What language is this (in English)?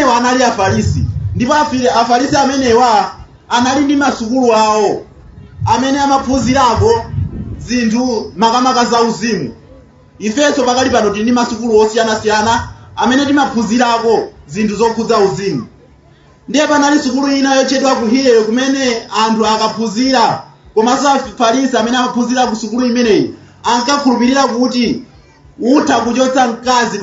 Nyanja